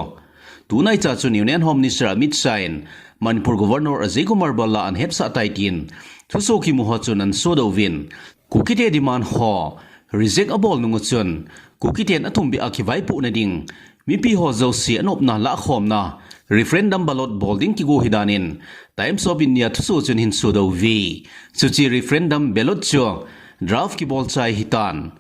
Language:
Thado Chin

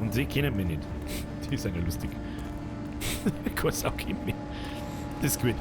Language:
Bavarian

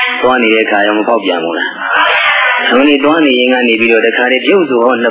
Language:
Burmese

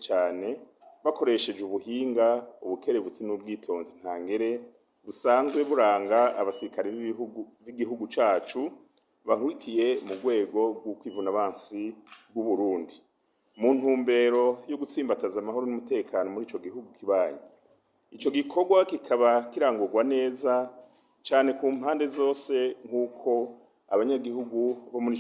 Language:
Rundi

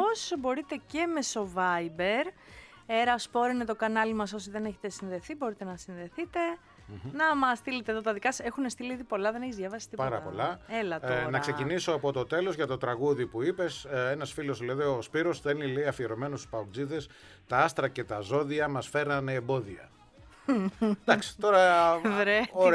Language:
Greek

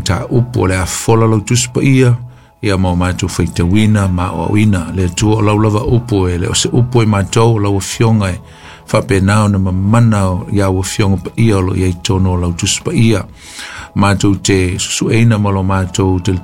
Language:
Samoan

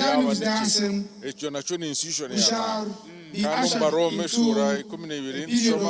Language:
Nyankole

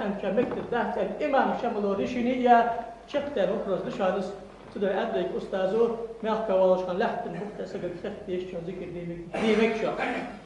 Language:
Ingush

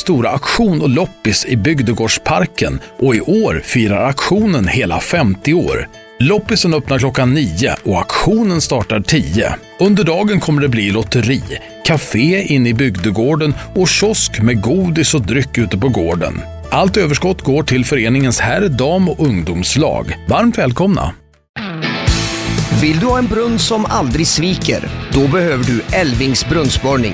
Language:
Swedish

